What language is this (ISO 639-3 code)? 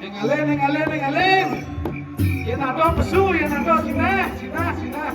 ban